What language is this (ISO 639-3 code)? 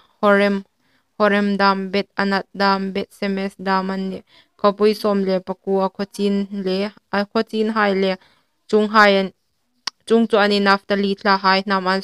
hmr